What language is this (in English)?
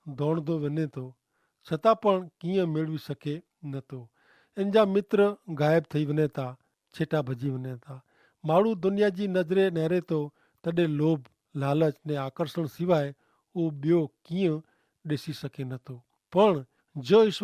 Kachhi